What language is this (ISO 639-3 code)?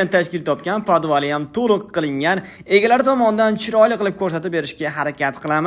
uzb